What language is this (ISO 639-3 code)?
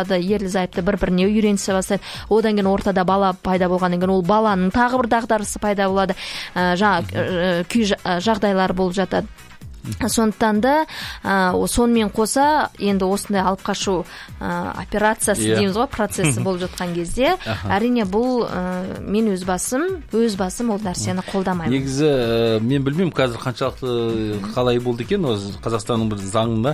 kaz